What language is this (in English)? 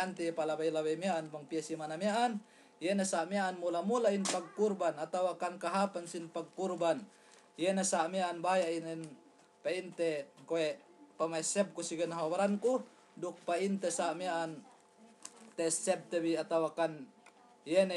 Yakan